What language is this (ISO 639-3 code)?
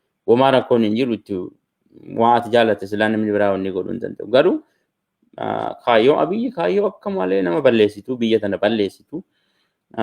orm